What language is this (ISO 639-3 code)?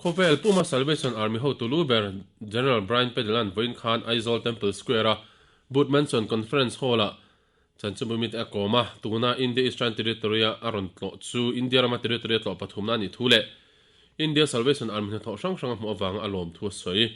lus